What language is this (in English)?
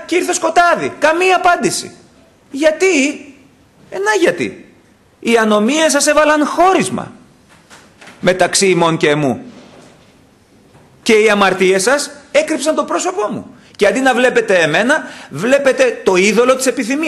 Greek